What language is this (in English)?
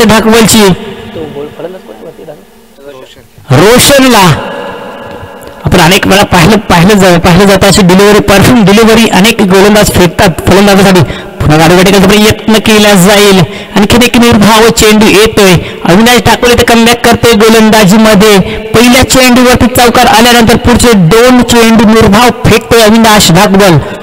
Marathi